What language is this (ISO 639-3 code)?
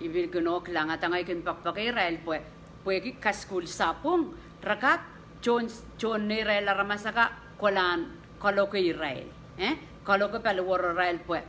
pon